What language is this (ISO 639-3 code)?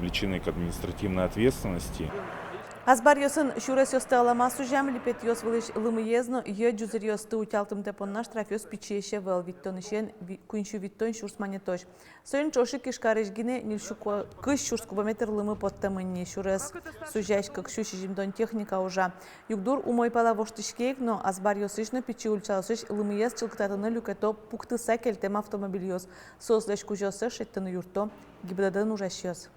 udm